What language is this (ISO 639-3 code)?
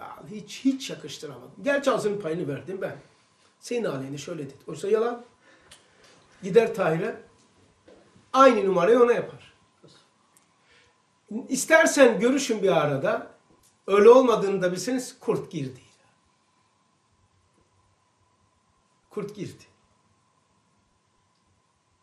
tur